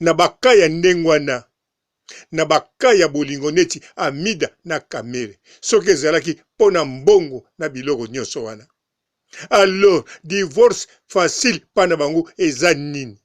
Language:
Lingala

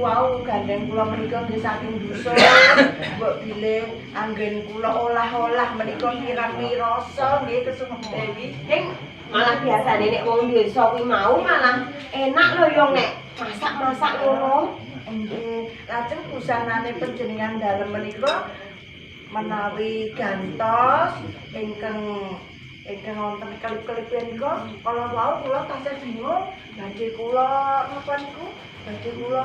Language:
Javanese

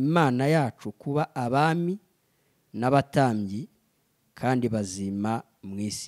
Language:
Kinyarwanda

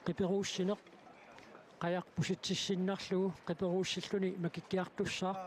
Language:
Kalaallisut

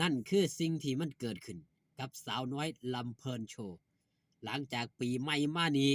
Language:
Northeastern Thai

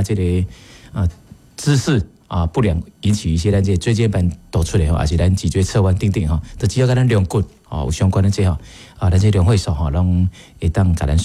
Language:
Min Nan Chinese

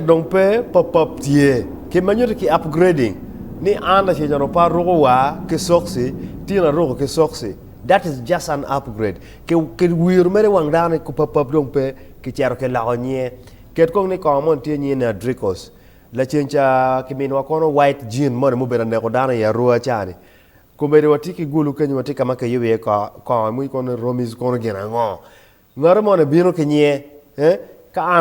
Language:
Acoli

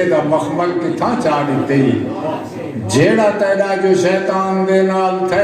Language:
Saraiki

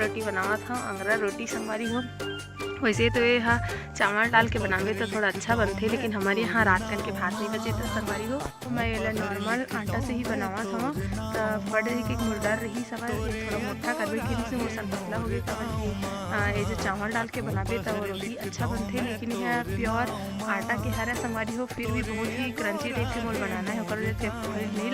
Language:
Chhattisgarhi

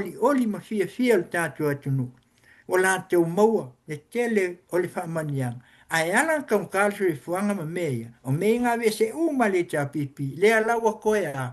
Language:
Samoan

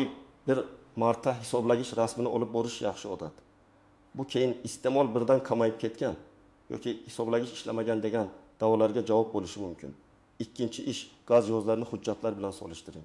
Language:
Uzbek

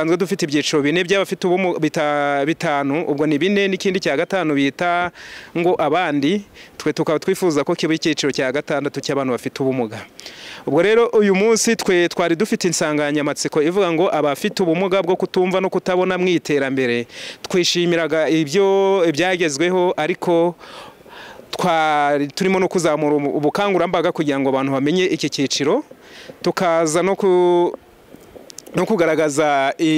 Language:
Kinyarwanda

